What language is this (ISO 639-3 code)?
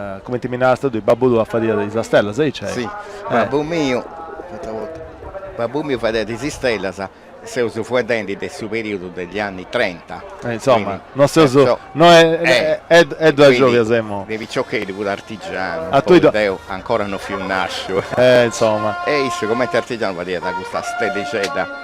srd